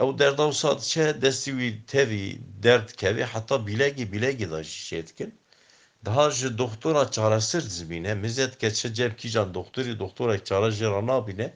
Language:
Kurdish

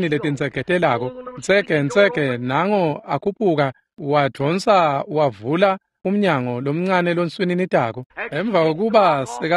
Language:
Swati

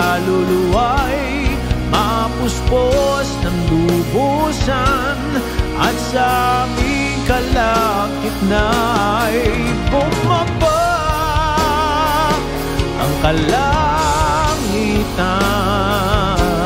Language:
Filipino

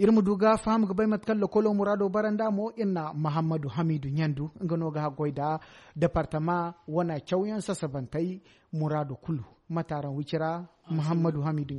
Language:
Zarma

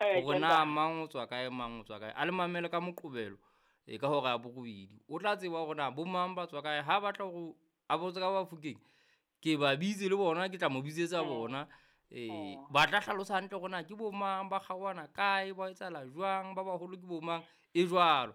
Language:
Southern Sotho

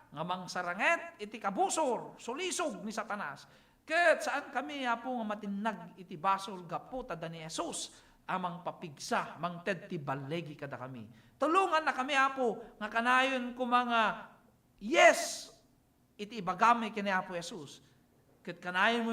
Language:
Iloko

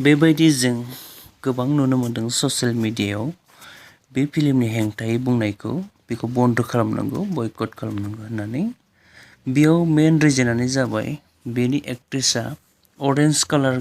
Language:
Bodo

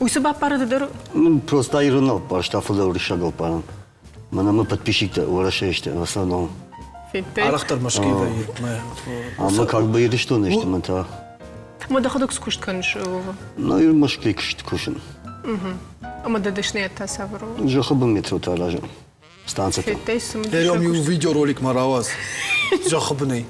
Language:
Ossetic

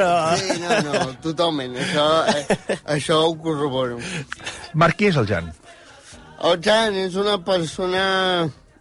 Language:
Catalan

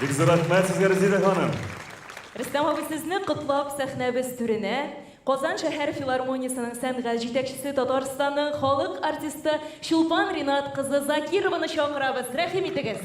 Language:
Tatar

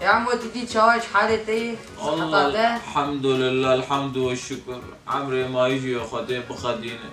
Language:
Kurdish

